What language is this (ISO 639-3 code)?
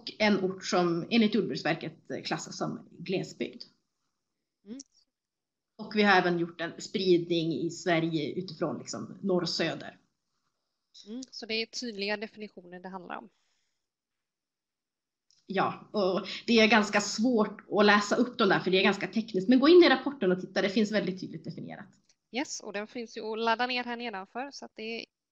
swe